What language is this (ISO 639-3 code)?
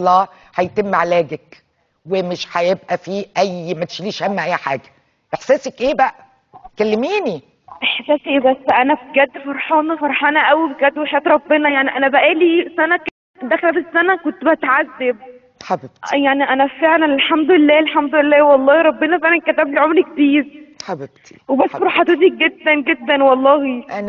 arz